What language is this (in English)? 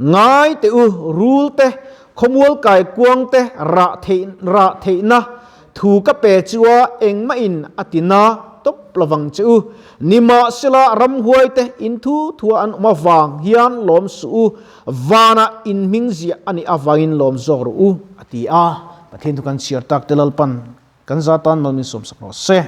Mizo